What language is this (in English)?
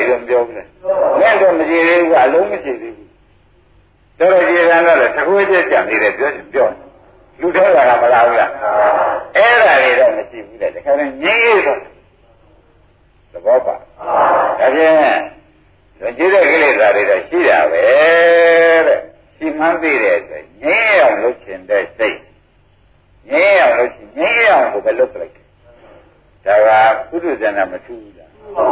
Burmese